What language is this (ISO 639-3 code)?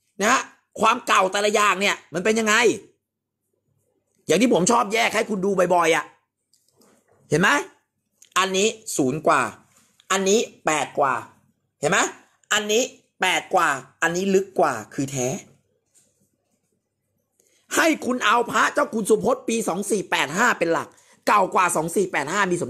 tha